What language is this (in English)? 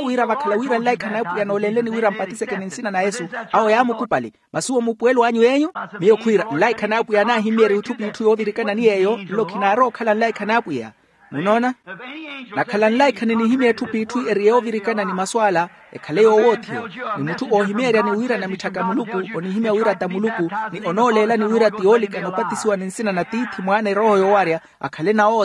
Makhuwa